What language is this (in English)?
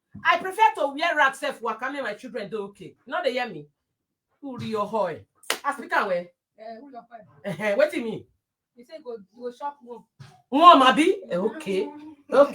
Nigerian Pidgin